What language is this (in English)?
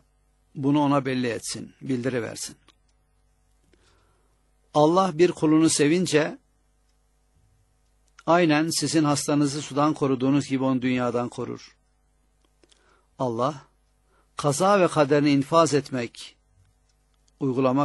Turkish